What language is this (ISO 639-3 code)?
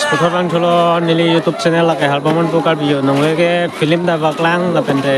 mjw